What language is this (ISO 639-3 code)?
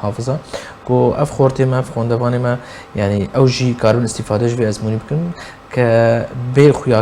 kur